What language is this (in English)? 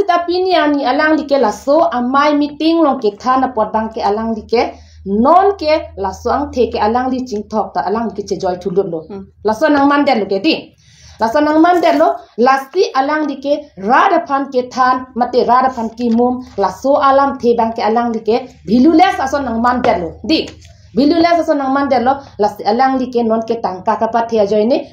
Karbi